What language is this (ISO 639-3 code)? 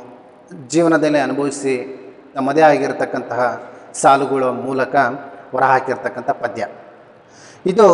kan